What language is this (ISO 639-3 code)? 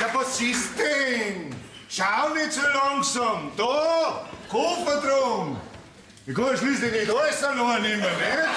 bar